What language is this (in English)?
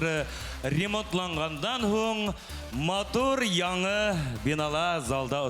Bashkir